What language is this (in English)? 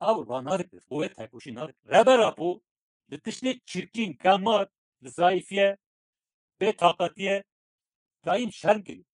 Kurdish